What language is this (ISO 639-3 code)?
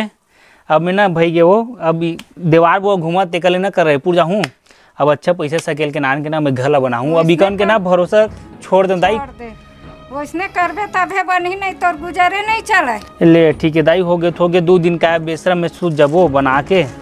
hne